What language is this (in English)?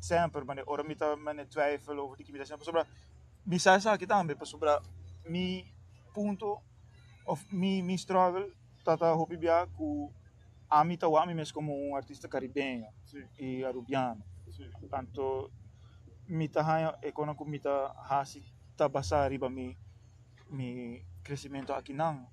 Papiamento